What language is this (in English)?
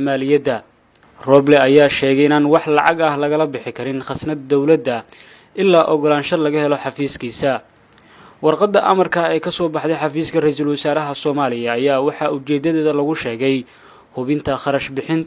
Somali